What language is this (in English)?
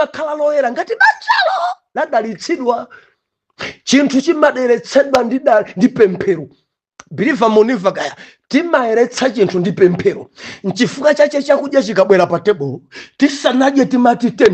Nyanja